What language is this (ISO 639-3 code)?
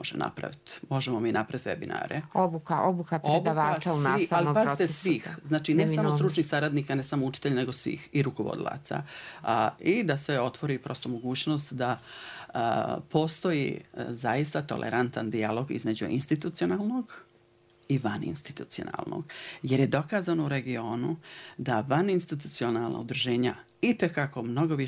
bos